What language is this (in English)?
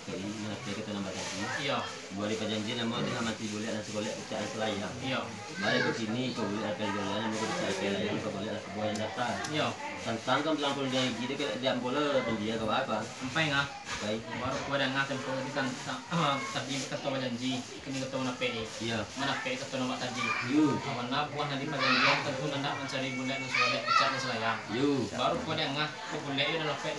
Minangkabau